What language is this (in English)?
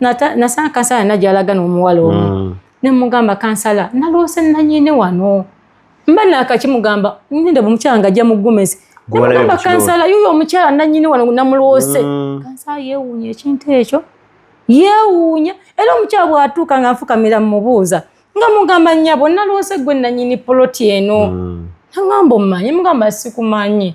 Ganda